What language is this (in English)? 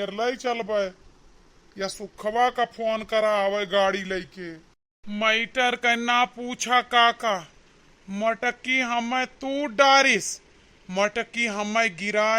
Awadhi